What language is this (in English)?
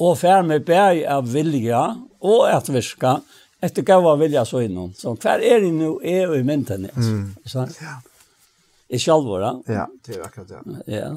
Faroese